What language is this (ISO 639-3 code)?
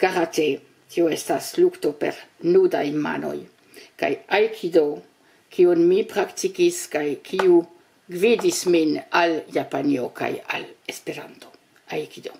epo